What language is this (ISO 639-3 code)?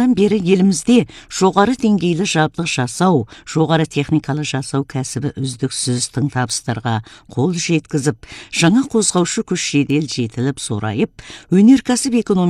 kaz